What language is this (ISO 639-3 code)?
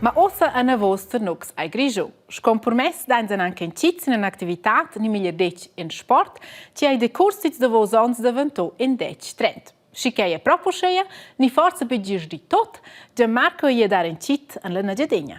roh